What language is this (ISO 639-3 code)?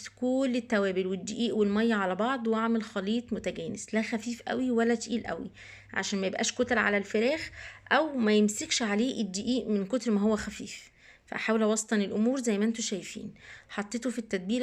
arz